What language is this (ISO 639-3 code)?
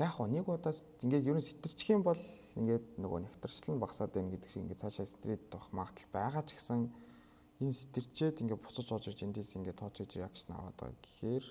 mon